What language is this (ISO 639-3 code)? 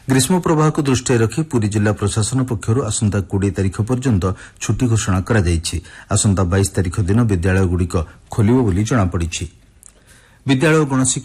ori